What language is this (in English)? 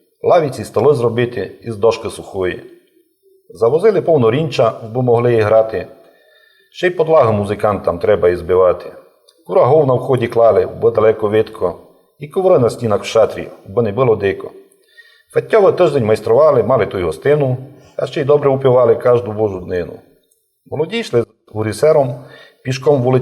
Rusyn